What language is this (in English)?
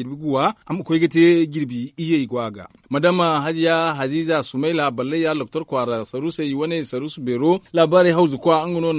Zarma